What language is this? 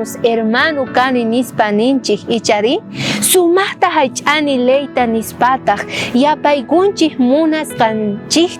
South Bolivian Quechua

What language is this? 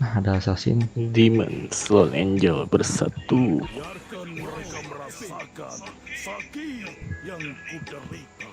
Banjar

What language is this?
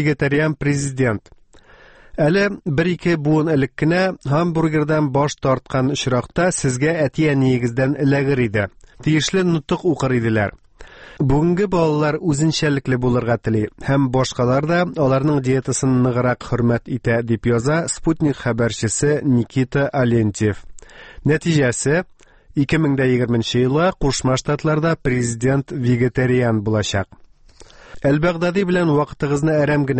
Tatar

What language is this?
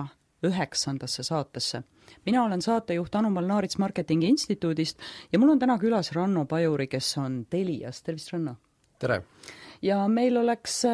Estonian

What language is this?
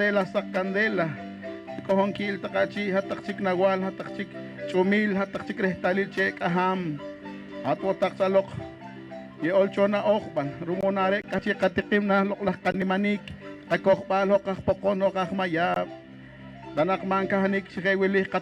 Poqomchi'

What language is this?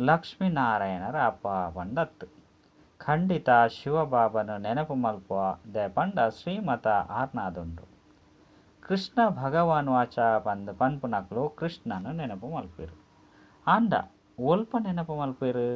Tulu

